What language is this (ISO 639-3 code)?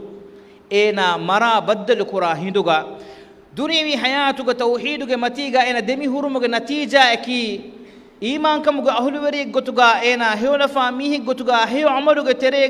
div